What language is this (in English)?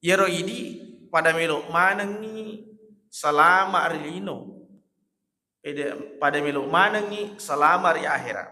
Buginese